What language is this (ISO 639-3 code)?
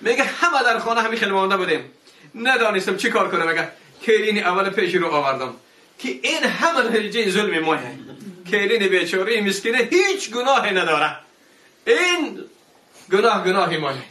tgk